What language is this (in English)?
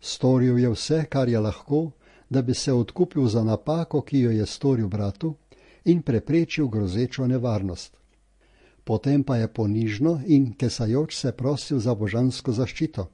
Slovenian